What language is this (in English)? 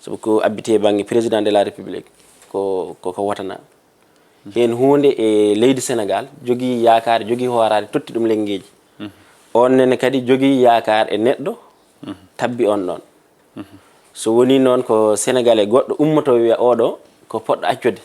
Fula